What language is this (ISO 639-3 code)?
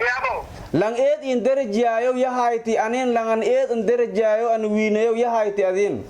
som